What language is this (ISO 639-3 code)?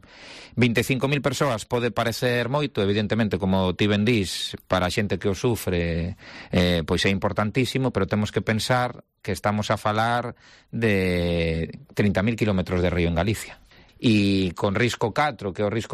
glg